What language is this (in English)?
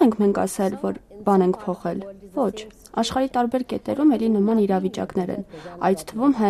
Armenian